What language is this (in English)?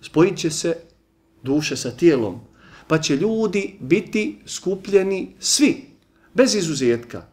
Bosnian